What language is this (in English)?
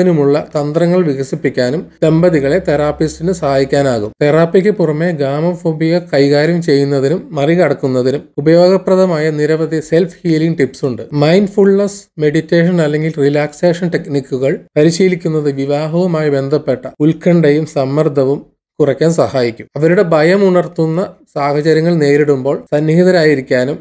Malayalam